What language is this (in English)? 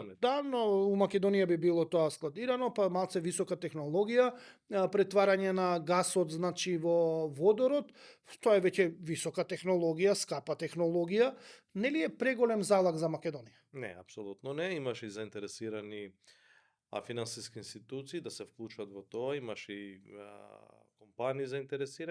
Macedonian